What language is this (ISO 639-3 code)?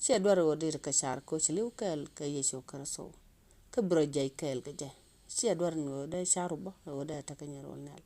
nus